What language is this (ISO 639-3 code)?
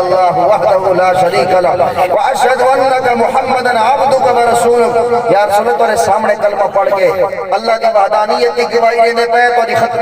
skr